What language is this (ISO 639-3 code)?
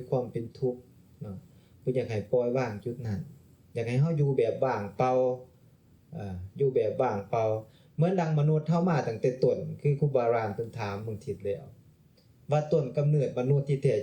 lao